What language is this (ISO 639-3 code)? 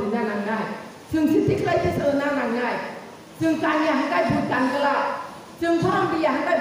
trp